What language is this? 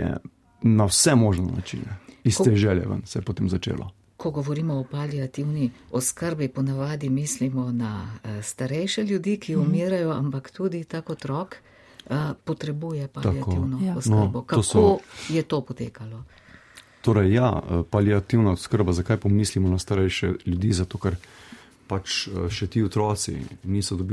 Slovenian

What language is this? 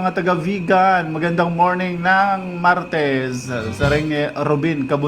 Waray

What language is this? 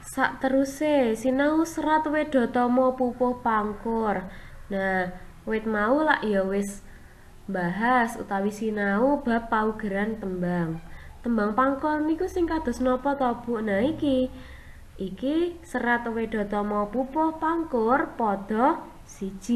Javanese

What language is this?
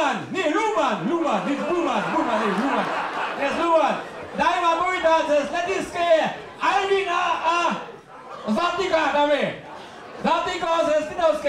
Upper Sorbian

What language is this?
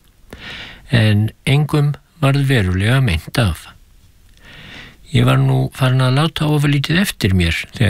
Icelandic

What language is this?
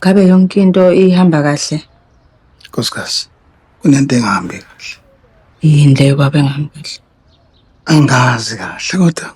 Zulu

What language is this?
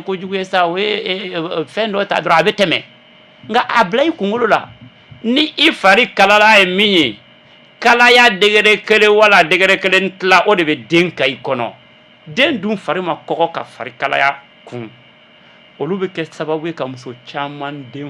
Bambara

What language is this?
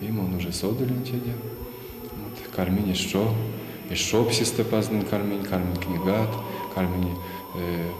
Erzya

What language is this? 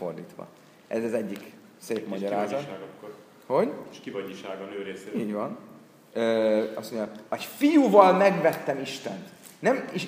Hungarian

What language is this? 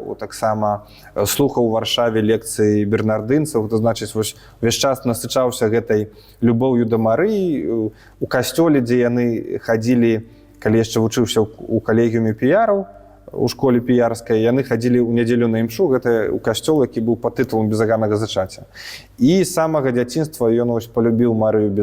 Belarusian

